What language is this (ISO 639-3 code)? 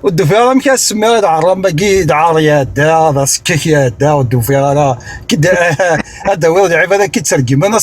kab